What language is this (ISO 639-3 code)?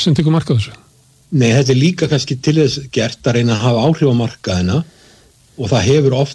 isl